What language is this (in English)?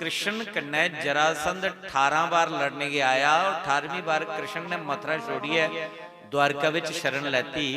Dogri